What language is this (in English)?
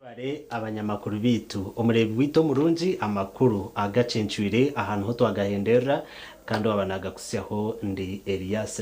Nyankole